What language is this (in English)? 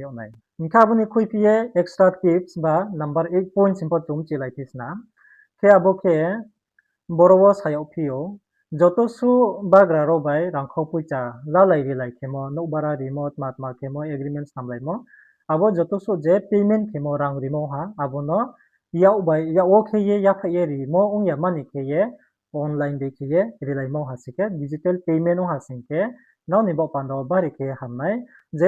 Riang (India)